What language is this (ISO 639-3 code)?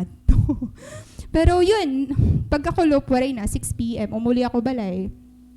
war